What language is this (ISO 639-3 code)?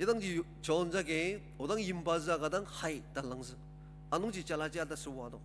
njo